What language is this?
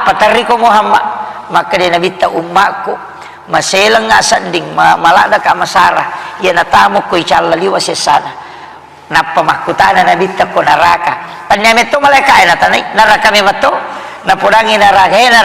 Buginese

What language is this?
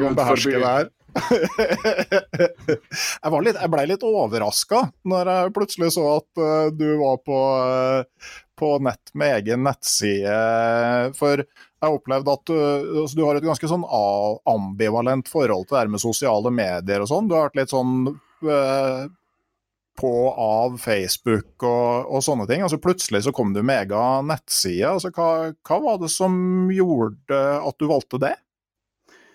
Norwegian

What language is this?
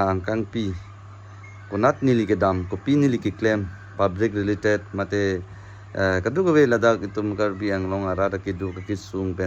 Karbi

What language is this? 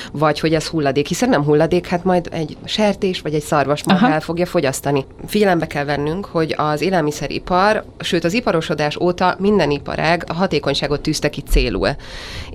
Hungarian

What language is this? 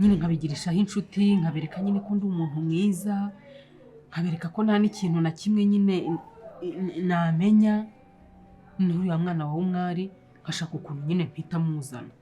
Kinyarwanda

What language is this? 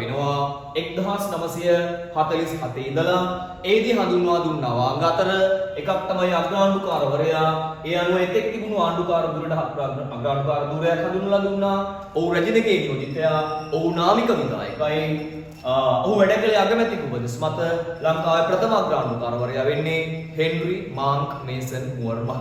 Sinhala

